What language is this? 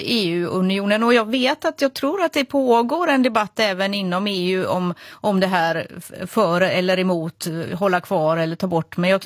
Swedish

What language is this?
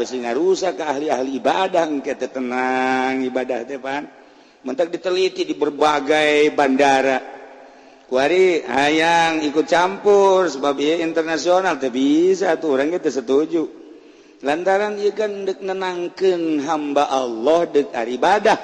Sundanese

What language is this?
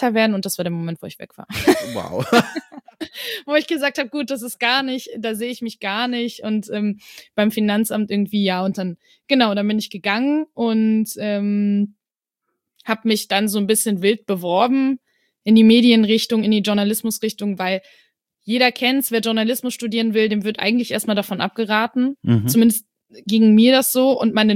German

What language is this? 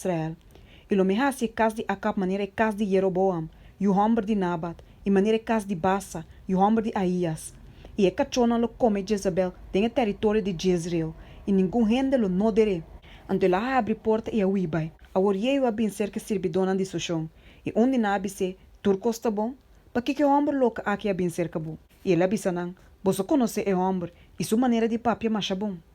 Papiamento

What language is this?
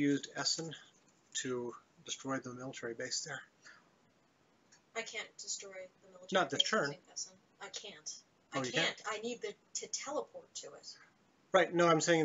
English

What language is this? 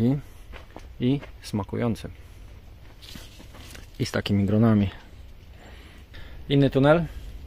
Polish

